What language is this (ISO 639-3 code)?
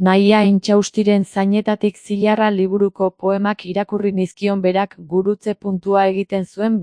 eus